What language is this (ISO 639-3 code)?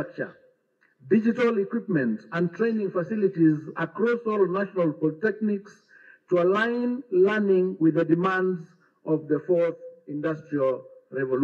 guz